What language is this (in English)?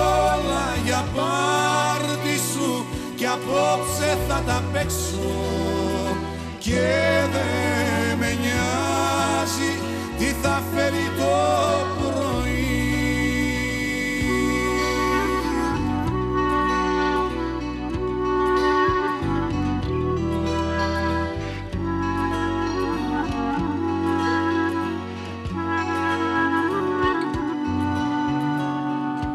Greek